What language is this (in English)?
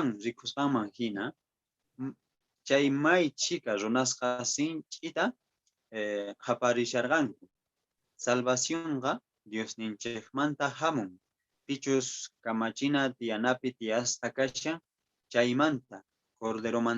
Quechua